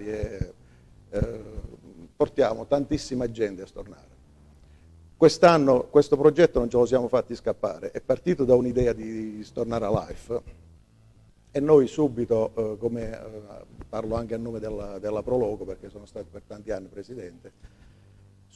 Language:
Italian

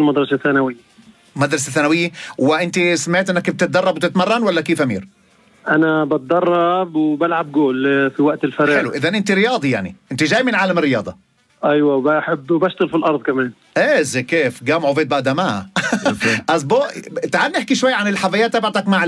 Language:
North Levantine Arabic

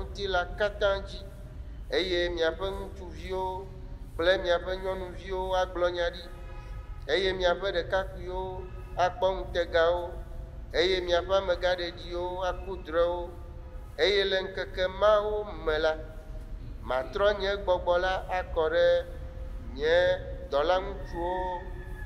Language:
Ewe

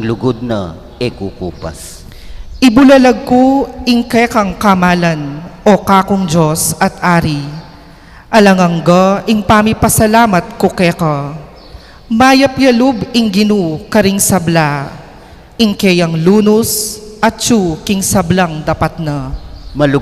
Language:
Pampanga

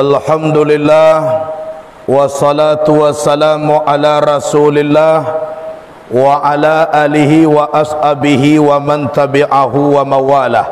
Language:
Minangkabau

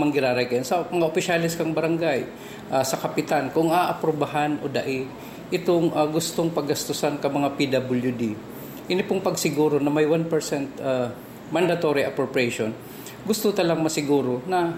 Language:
Bikol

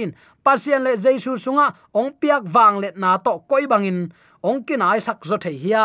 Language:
Tedim Chin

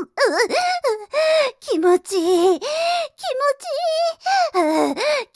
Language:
Japanese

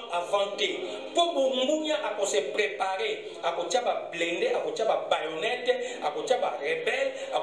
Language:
Lingala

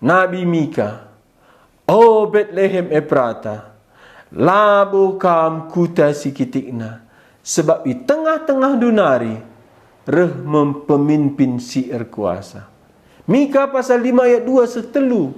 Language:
Batak Karo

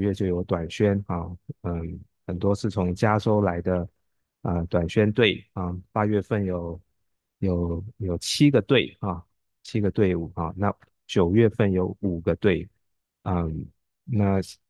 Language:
Chinese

